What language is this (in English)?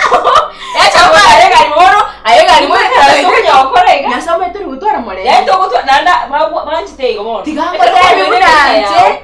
Gusii